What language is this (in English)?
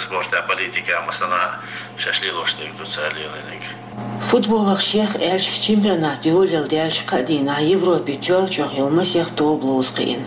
Chechen